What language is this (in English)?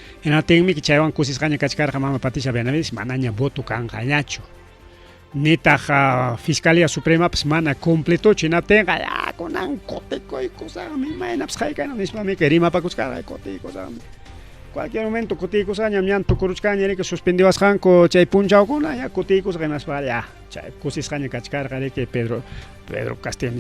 Ayacucho Quechua